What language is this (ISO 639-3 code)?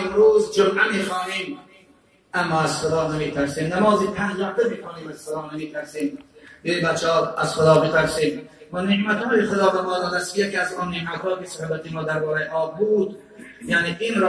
tgk